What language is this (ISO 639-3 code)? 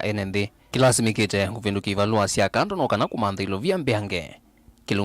kam